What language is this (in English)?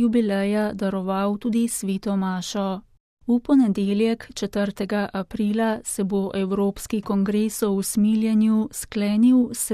Slovenian